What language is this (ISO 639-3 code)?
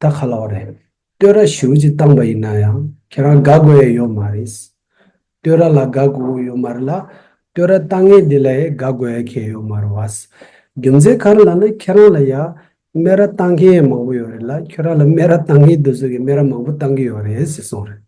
bod